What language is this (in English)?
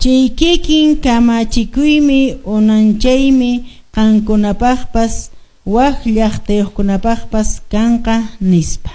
Quechua